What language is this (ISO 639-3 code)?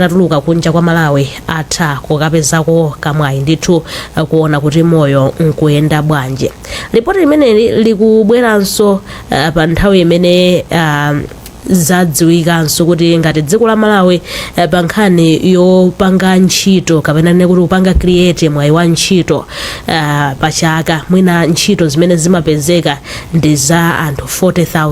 nya